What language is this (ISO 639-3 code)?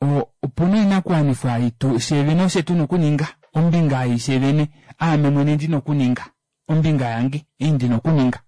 kua